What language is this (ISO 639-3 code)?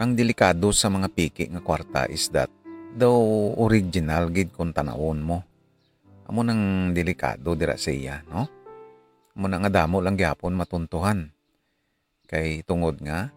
hil